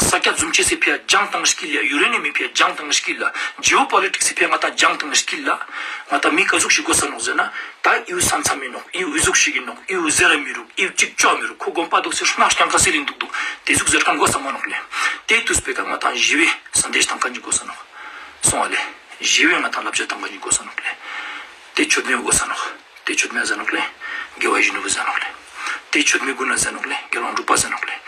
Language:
Ladakhi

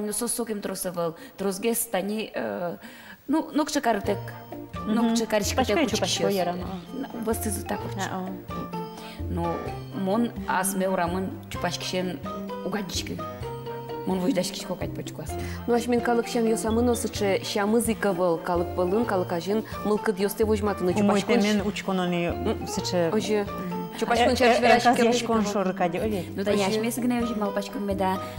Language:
Udmurt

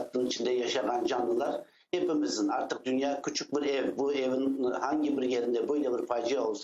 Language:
Crimean Tatar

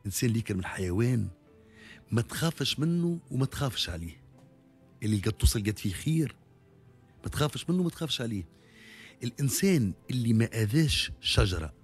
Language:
Tunisian Arabic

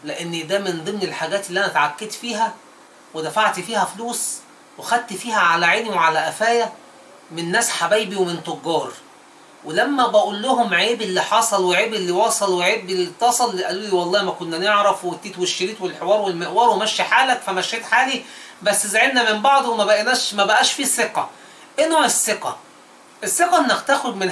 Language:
Egyptian Arabic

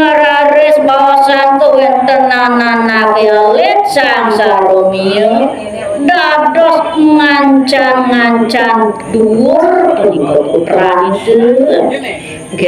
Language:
Balinese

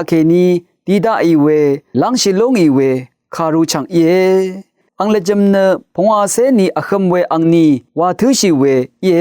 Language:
Rawang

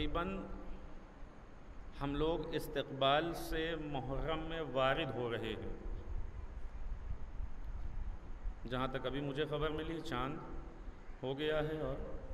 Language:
Urdu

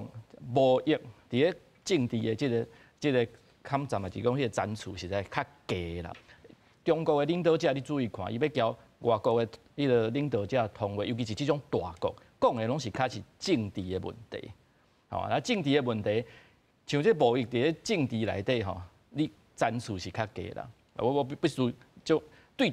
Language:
Min Nan Chinese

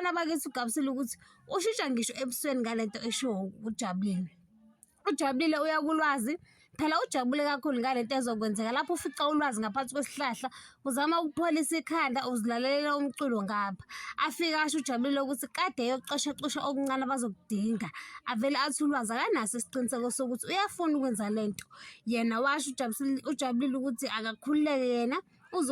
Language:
Zulu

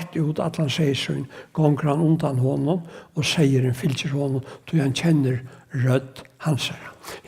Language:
Faroese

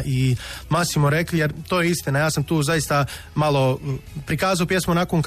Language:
Croatian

